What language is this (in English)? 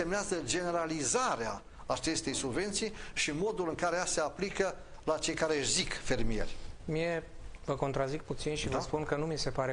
Romanian